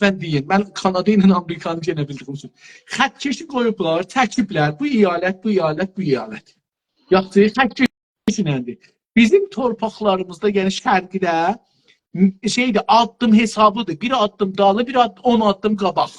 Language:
South Azerbaijani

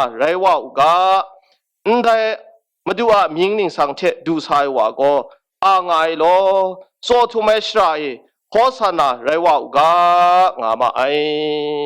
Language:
Kachin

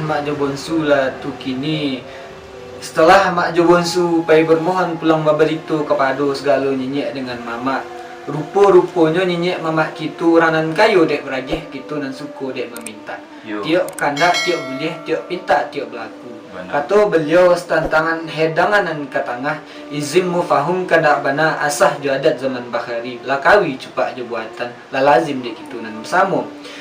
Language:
Minangkabau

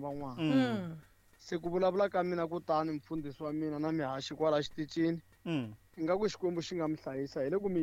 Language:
Tsonga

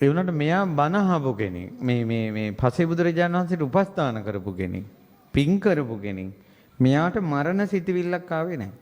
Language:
Sinhala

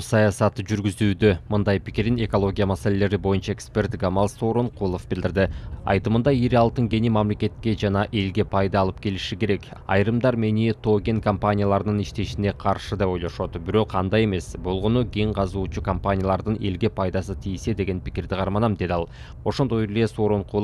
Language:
Kyrgyz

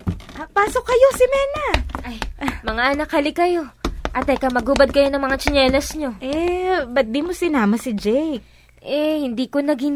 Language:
Filipino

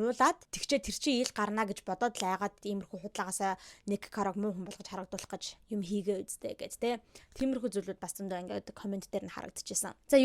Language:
Mongolian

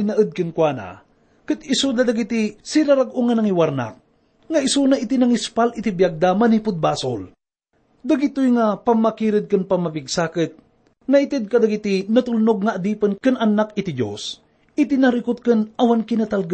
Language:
Iloko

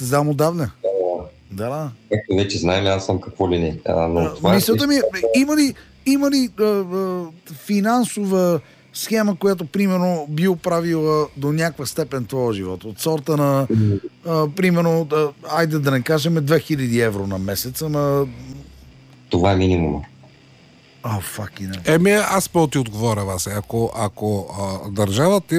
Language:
Bulgarian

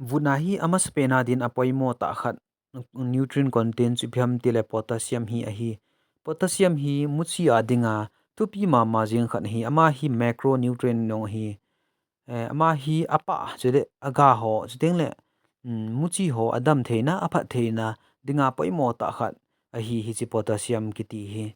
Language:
Thado Chin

